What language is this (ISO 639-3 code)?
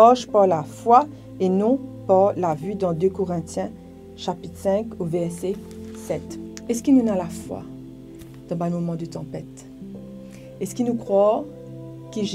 mfe